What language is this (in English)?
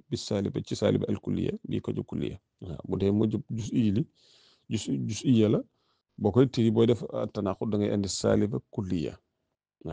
Wolof